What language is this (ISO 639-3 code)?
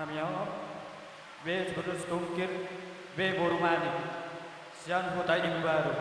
bbc